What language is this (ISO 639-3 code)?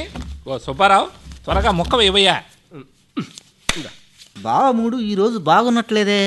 tel